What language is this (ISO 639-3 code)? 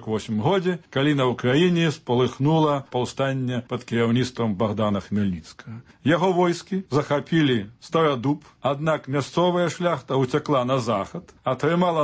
bel